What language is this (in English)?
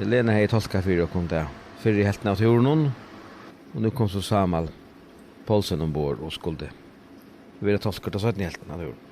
Faroese